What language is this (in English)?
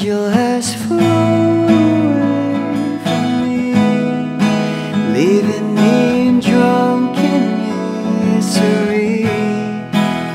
Filipino